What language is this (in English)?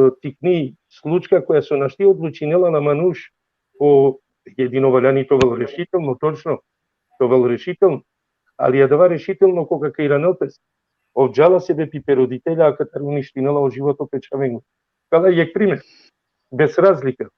Balkan Romani